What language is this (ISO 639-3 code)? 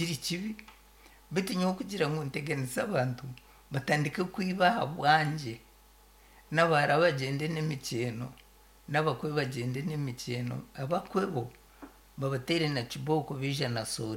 nyn